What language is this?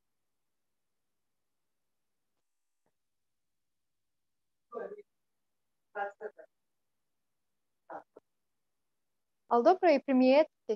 Croatian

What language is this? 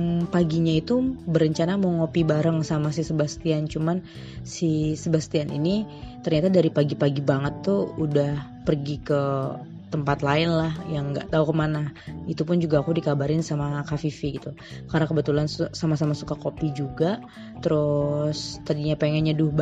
Indonesian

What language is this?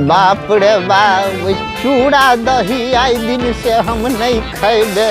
Maithili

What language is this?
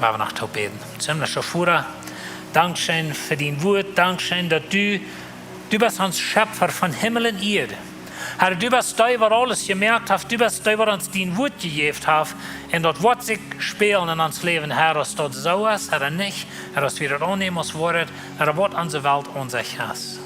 Plautdietsch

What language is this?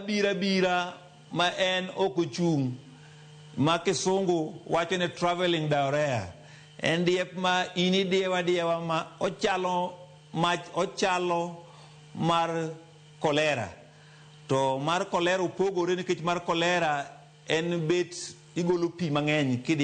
Luo (Kenya and Tanzania)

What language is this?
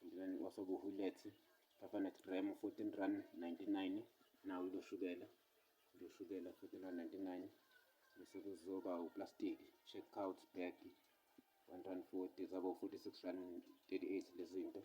Zulu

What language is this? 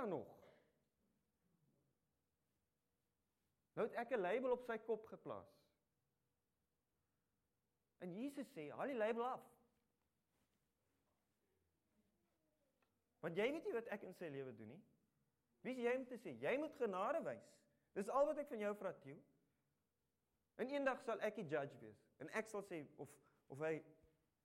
Afrikaans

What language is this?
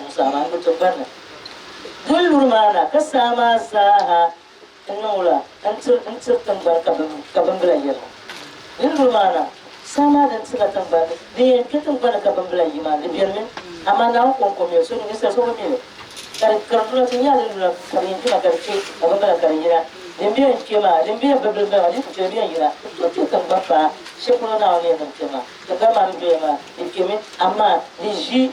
Dagbani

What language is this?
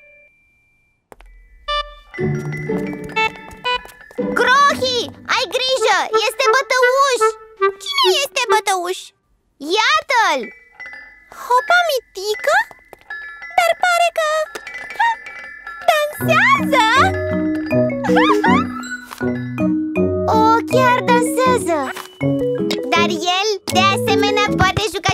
Romanian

